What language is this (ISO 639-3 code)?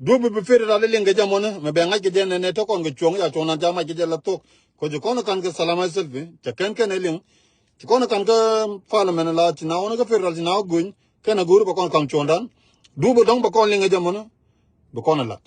nus